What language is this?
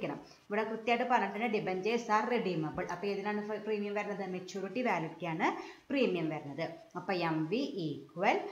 Malayalam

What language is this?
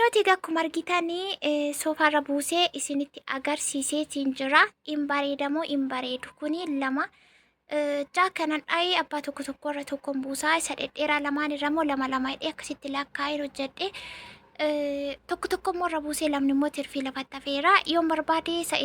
Oromo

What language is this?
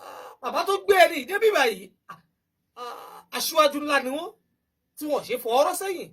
Yoruba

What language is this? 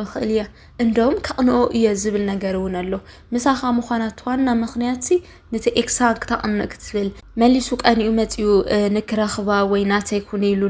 Tigrinya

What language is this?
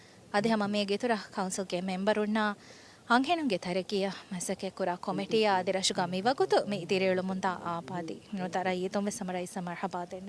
Divehi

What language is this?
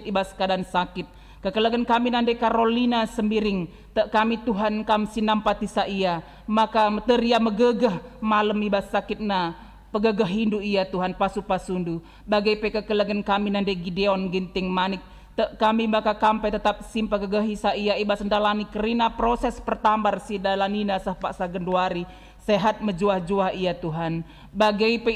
Batak Karo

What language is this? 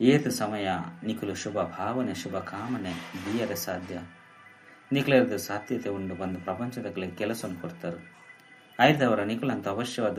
Tulu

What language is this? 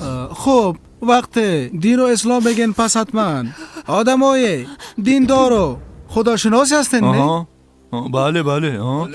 Persian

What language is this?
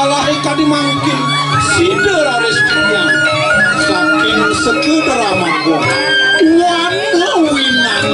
Balinese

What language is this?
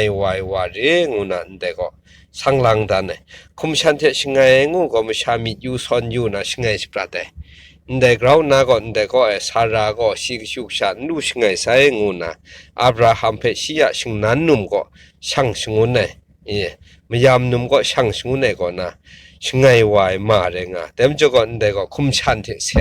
Kachin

